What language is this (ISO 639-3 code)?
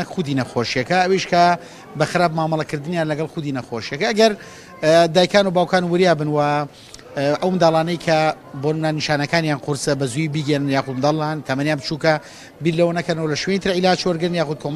ckb